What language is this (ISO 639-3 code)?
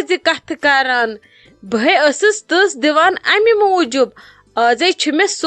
kas